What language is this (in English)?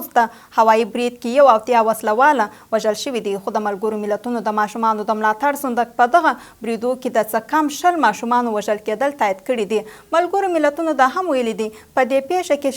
Pashto